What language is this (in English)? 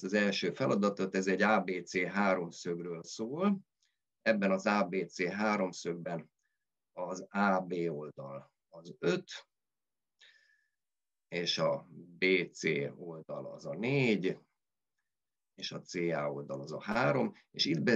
Hungarian